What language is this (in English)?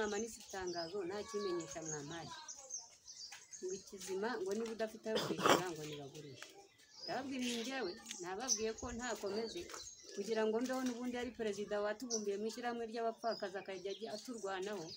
Kinyarwanda